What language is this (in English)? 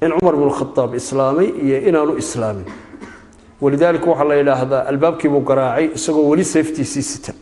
Somali